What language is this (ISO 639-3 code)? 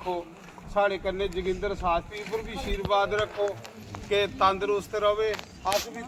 doi